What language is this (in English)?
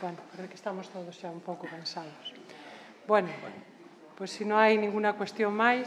Galician